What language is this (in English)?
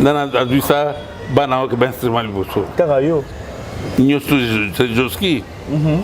Lingala